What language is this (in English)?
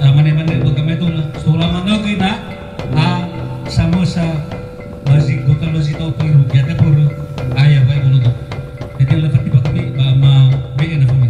Nias